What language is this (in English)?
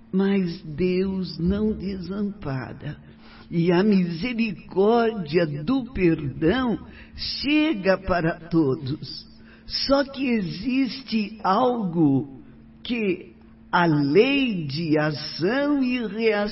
Portuguese